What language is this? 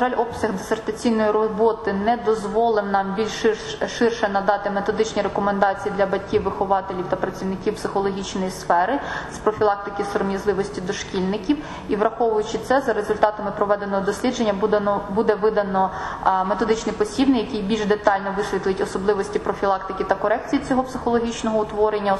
Ukrainian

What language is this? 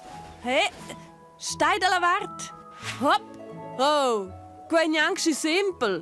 Romansh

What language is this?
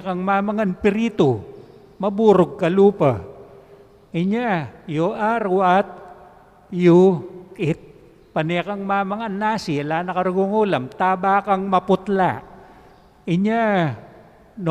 Pampanga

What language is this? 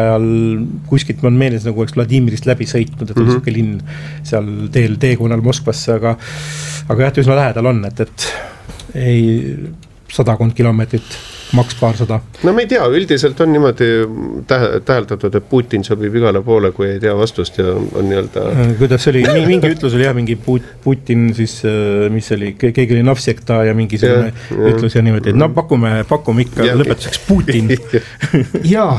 Estonian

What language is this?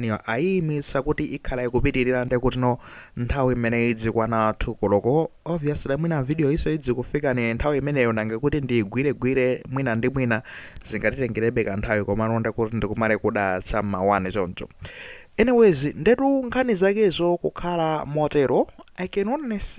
Nyanja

